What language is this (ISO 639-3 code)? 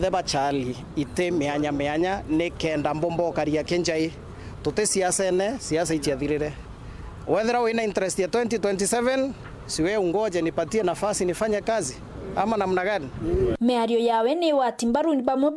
mer